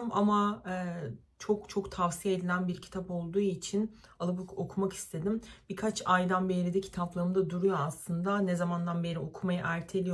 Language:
Turkish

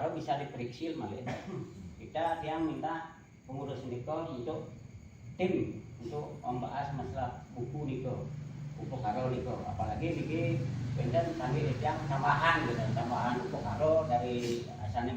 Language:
Balinese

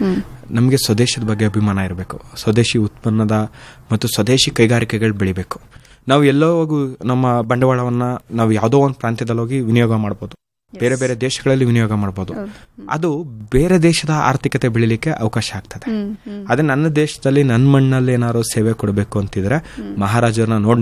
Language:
Kannada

